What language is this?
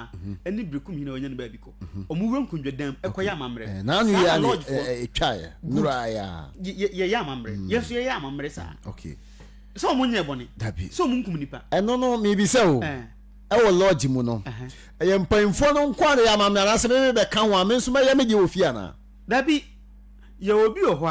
Akan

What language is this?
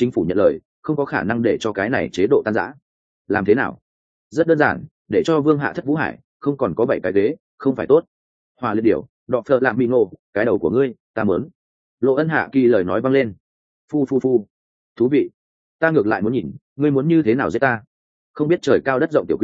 Vietnamese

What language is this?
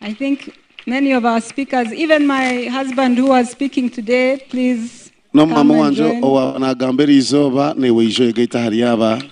Nyankole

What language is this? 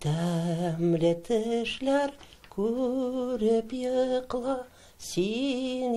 Tatar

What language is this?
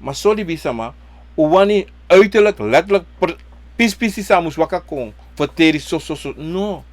Sranan Tongo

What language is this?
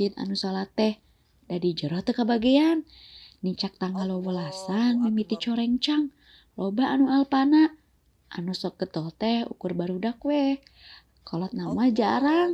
Sundanese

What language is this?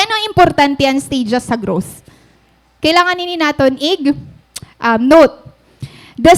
Waray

